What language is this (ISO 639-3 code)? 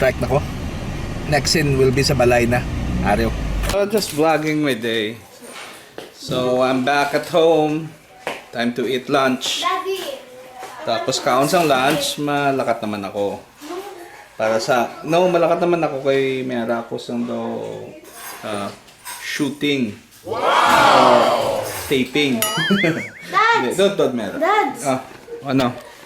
hil